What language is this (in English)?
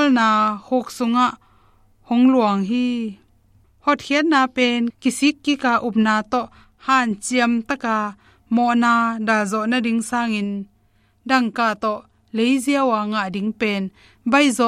Tedim Chin